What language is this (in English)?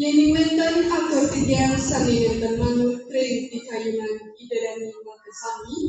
Balinese